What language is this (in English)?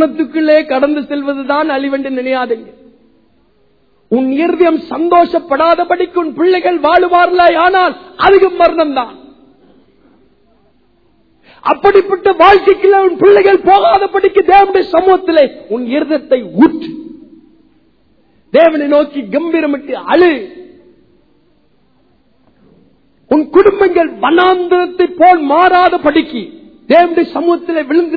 Tamil